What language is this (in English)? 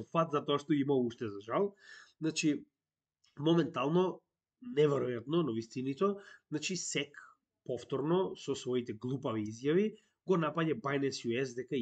Macedonian